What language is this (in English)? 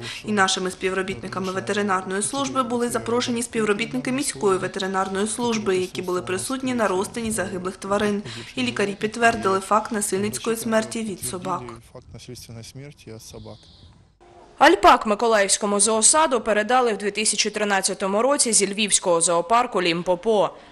Ukrainian